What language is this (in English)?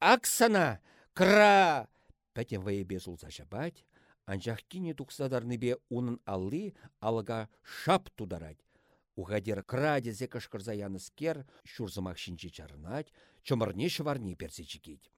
Chuvash